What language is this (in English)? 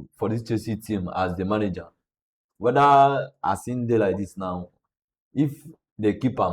Nigerian Pidgin